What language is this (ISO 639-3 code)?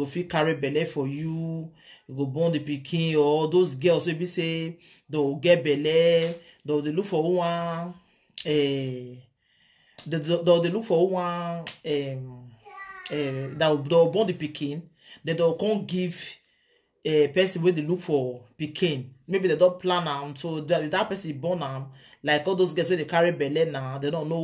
pcm